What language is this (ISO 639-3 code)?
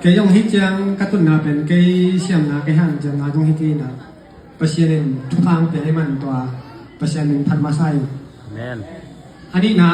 ctd